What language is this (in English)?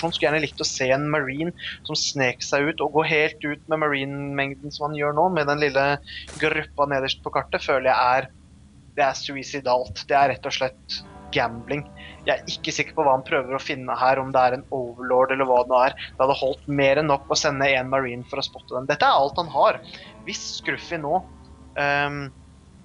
Norwegian